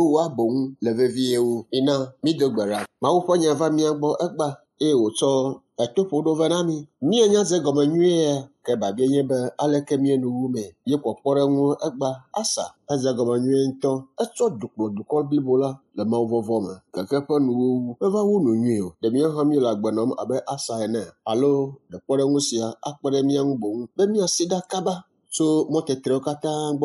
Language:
Ewe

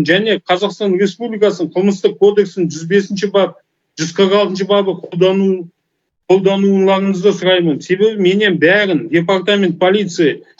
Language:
Kazakh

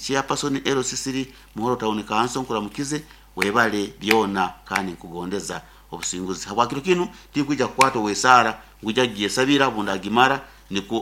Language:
Nyoro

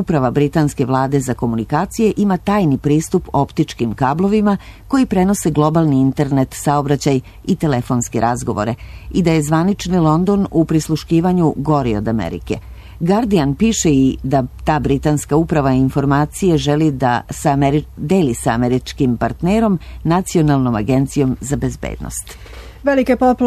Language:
Serbian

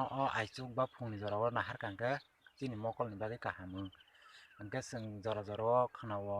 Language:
Kok Borok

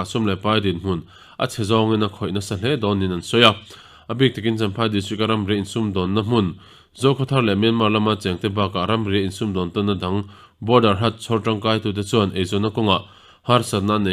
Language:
Mizo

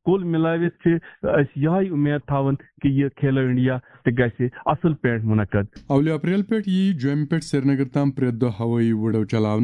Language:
Kashmiri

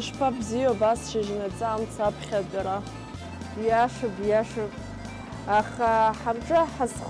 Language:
Abkhazian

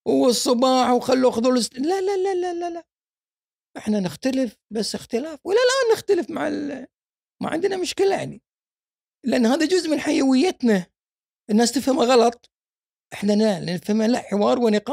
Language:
Gulf Arabic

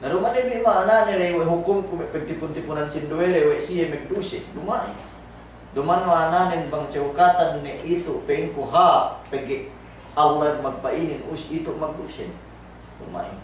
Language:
Yakan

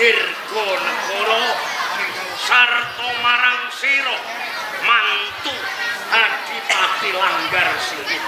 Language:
Javanese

